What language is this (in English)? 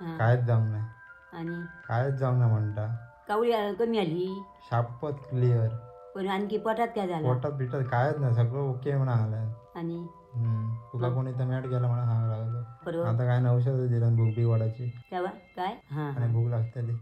Konkani